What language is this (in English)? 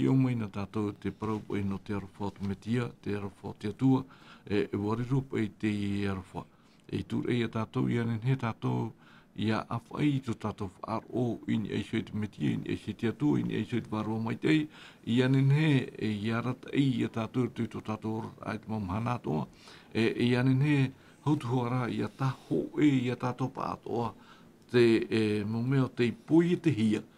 Tahitian